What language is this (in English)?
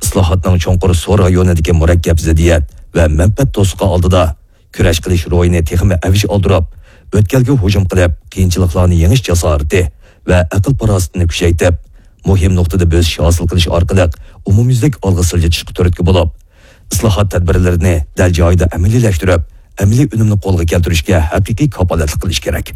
Uyghur